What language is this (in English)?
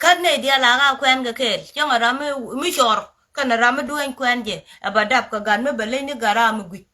Nuer